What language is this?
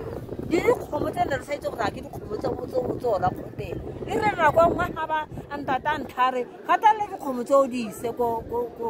Tswana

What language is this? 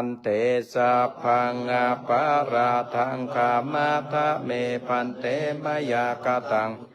Pali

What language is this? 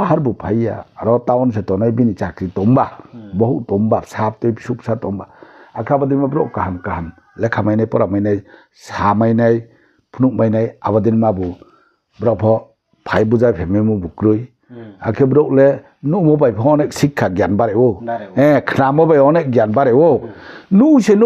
Riang (India)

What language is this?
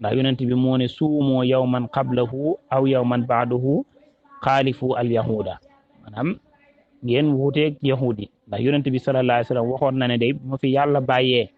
Wolof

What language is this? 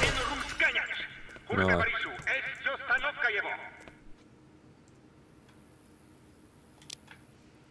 Finnish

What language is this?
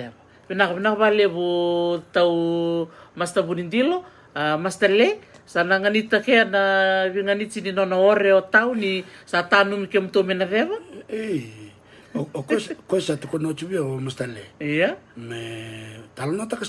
Fijian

